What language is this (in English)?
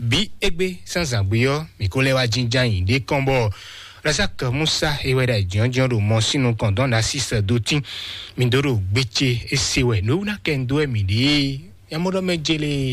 Fon